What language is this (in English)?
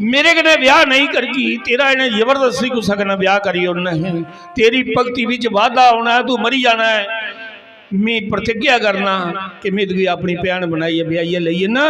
Dogri